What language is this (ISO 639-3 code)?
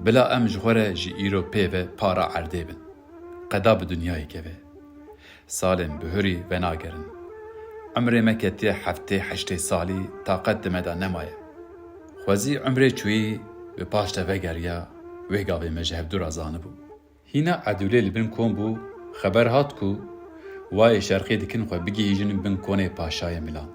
kur